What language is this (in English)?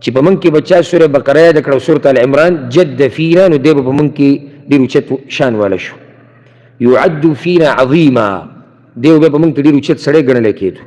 Pashto